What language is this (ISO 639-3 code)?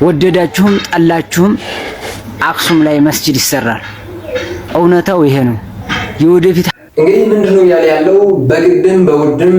amh